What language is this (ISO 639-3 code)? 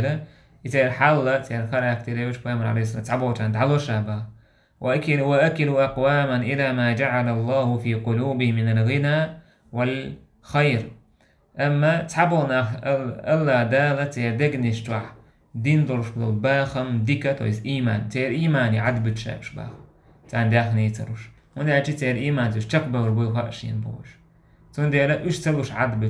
che